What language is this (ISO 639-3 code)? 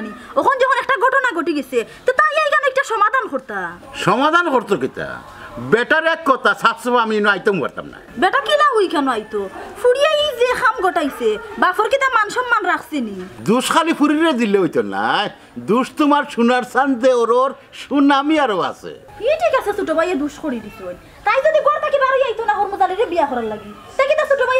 syl